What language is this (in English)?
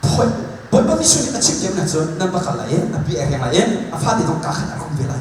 Hakha Chin